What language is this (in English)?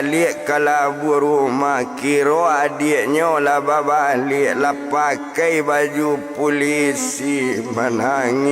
Minangkabau